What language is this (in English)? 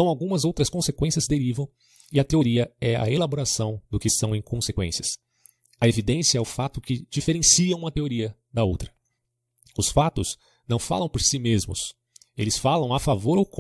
Portuguese